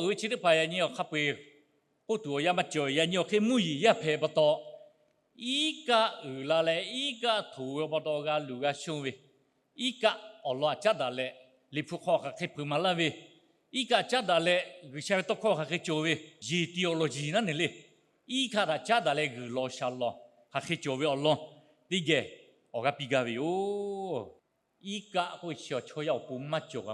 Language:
Lahu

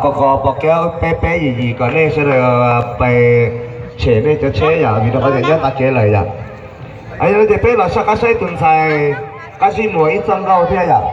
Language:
Hmong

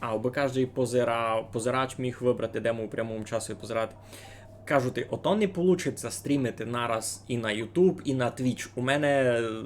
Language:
Rusyn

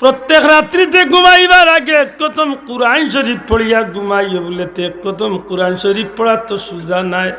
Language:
Sylheti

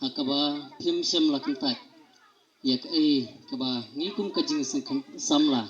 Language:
Khasi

